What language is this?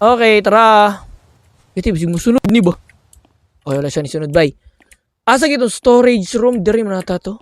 Cebuano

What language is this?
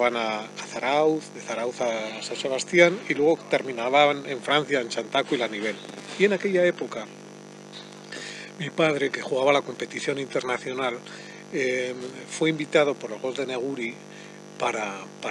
Spanish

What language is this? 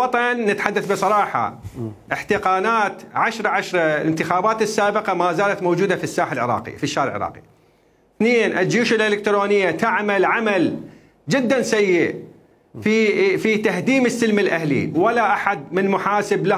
Mesopotamian Arabic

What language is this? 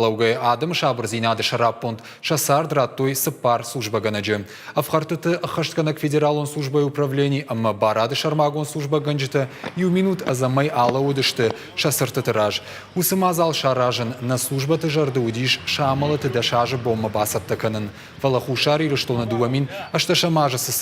Ossetic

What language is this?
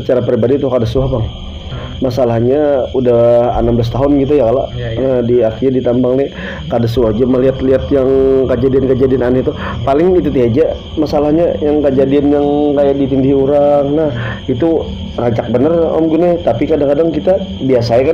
Banjar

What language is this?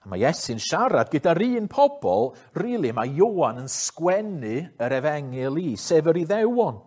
Welsh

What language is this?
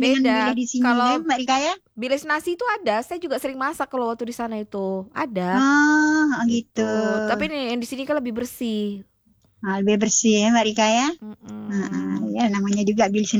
Indonesian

